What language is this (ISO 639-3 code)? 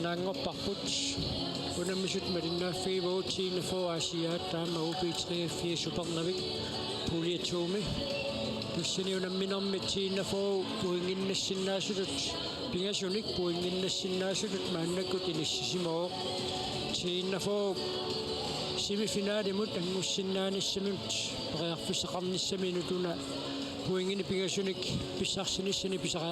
kal